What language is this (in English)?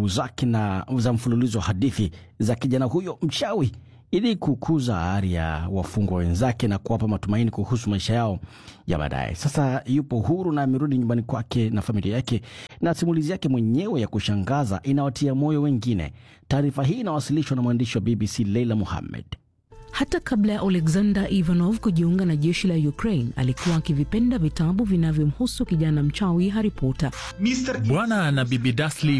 Swahili